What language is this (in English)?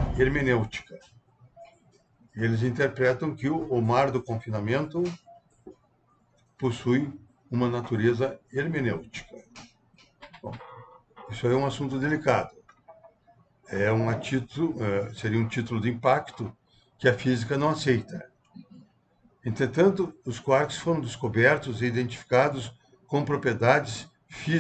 Portuguese